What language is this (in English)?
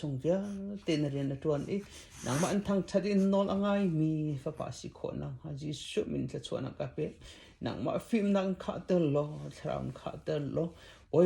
Hakha Chin